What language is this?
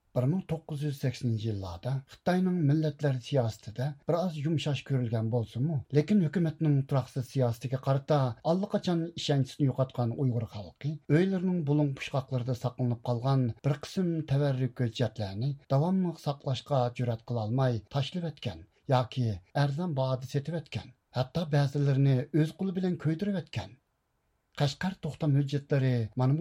Uyghur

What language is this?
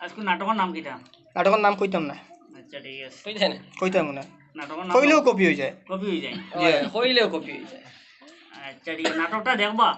Sylheti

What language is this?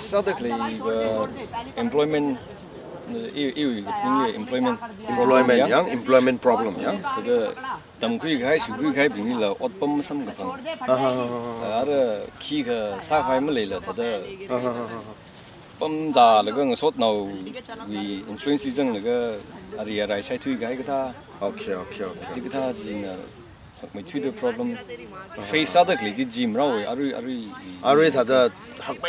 Tangkhul Naga (India)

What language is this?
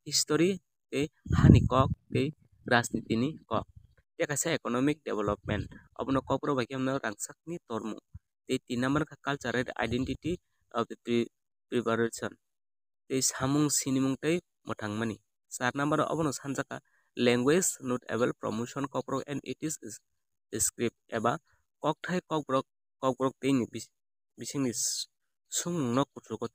Kok Borok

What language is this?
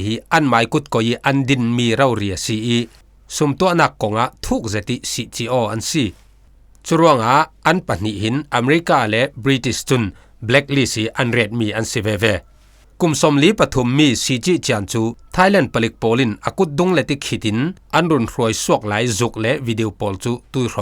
Falam Chin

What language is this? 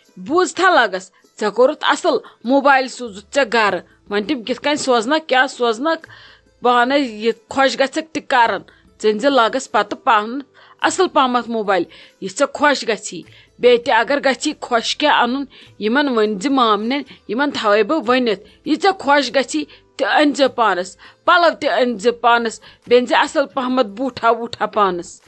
Kashmiri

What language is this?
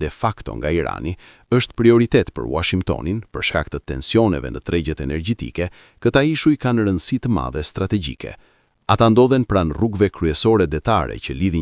Albanian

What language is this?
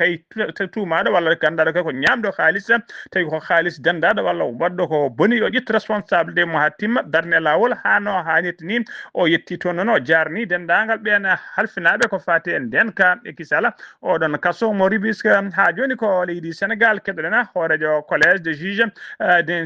Fula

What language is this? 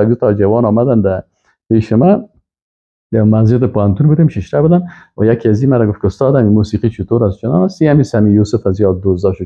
Persian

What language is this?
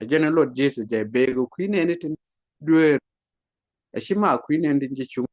Nuer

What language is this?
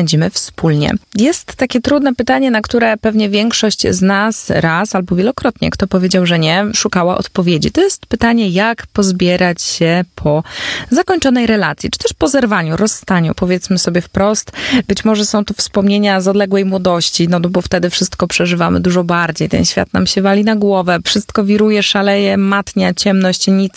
Polish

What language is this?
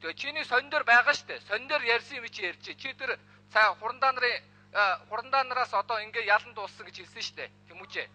Mongolian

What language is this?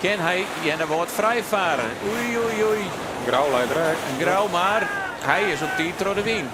Western Frisian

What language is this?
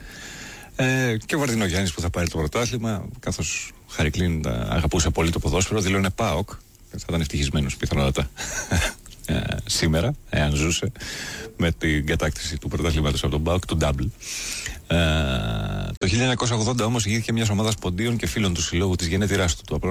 Greek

